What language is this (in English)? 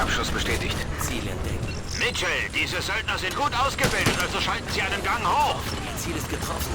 Bavarian